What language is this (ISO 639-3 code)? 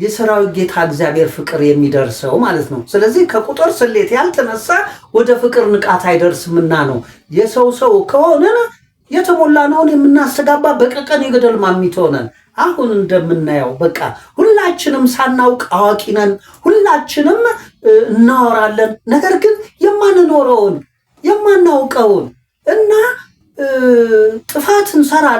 amh